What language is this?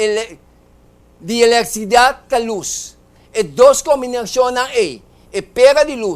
Papiamento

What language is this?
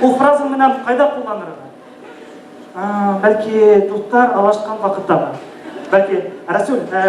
Bashkir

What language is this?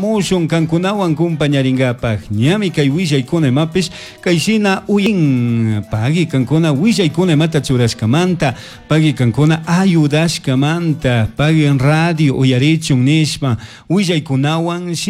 Chimborazo Highland Quichua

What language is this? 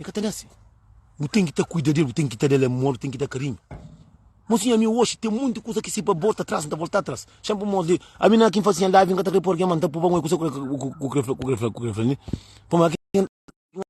Kabuverdianu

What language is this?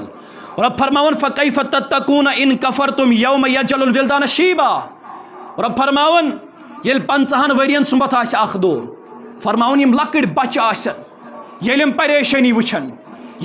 Kashmiri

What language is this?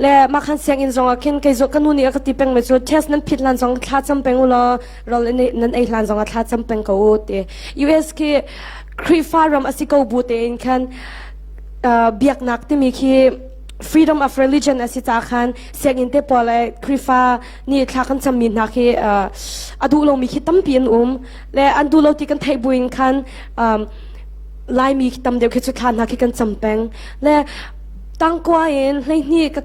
Hakha Chin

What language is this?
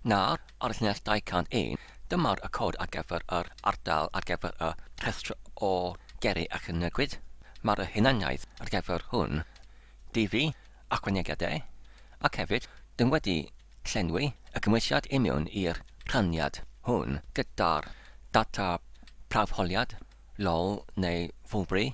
Welsh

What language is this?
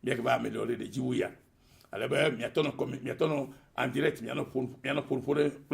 Ewe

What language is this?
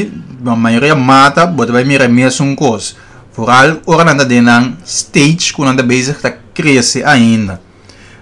Papiamento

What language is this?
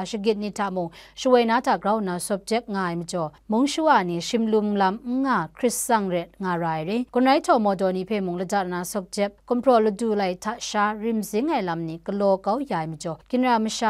Kachin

